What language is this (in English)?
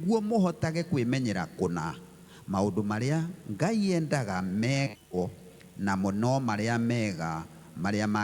Kikuyu